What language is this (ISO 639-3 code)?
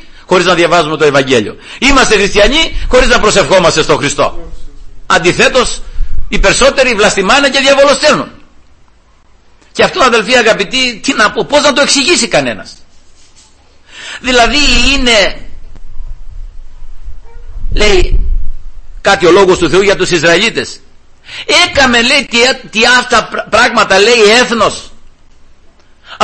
ell